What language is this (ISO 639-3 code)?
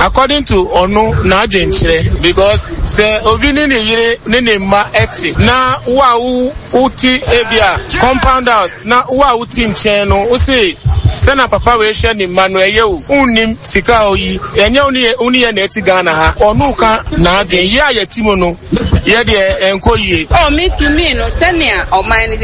aka